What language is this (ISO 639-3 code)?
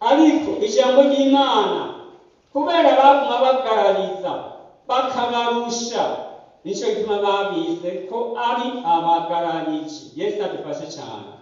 run